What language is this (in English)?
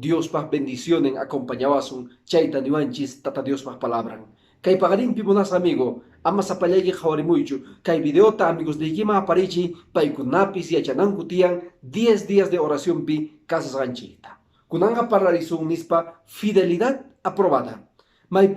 Quechua